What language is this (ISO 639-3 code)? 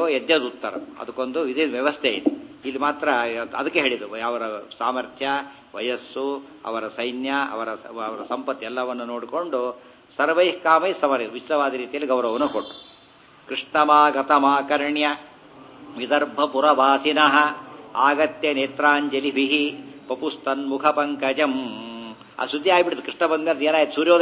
kan